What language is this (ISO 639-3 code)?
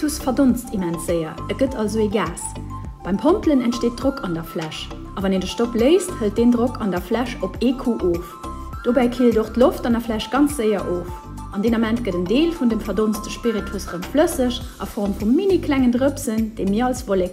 ltz